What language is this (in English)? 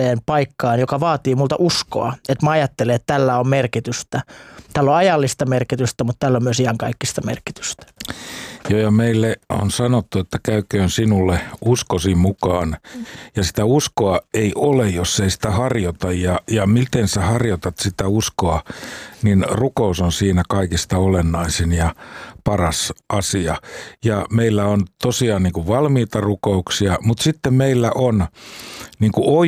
Finnish